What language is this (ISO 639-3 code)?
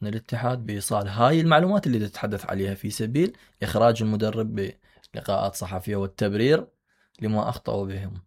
acm